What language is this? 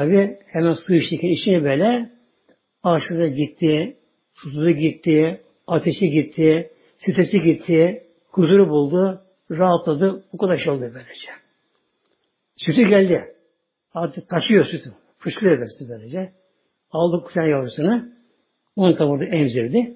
Turkish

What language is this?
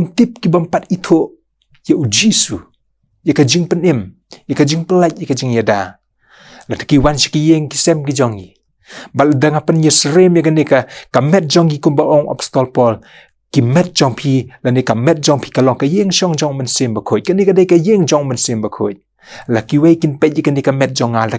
Khasi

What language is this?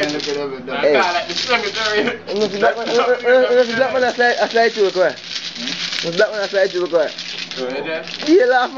Jamaican Creole English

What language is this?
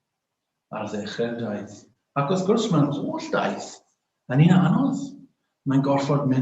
Welsh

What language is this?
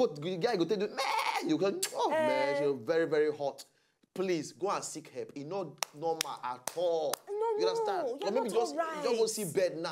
Nigerian Pidgin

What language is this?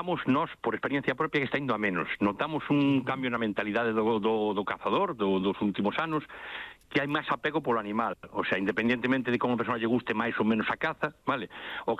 Galician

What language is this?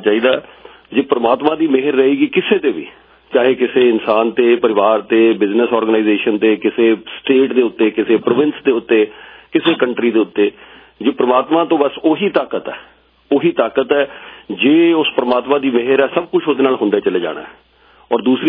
Punjabi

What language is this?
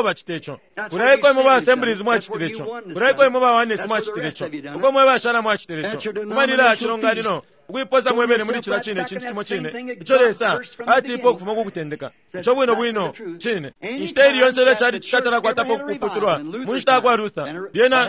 Bemba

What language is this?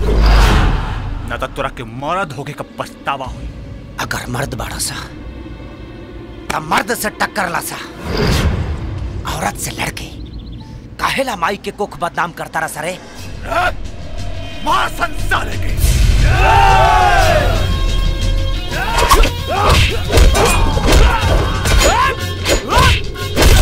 Bhojpuri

